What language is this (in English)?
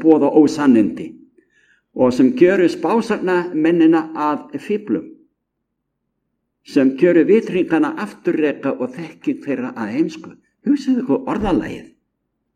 Icelandic